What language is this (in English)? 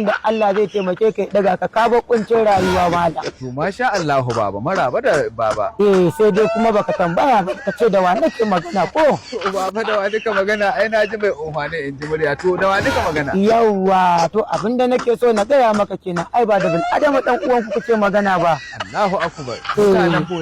Hausa